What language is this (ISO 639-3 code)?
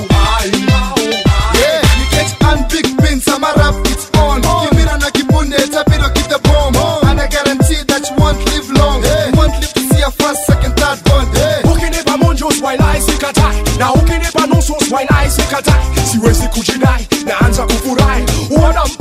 swa